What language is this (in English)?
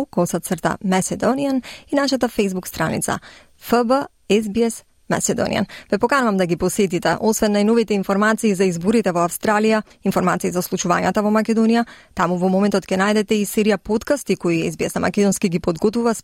Macedonian